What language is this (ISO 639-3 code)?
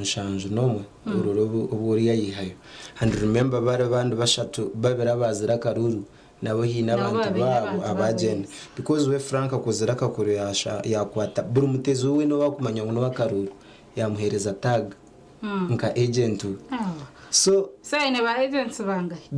nyn